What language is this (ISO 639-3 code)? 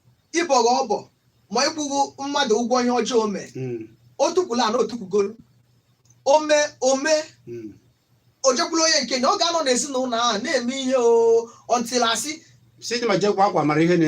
ibo